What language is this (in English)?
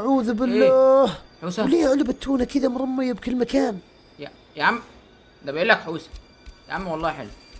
Egyptian Arabic